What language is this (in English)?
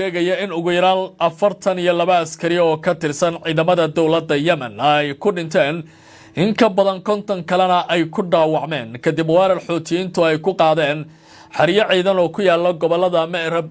Somali